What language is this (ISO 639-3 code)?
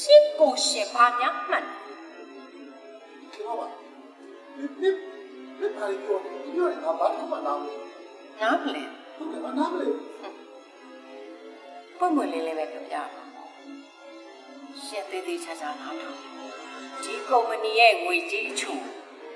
mya